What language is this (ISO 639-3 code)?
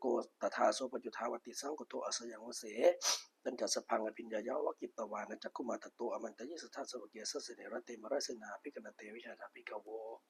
pli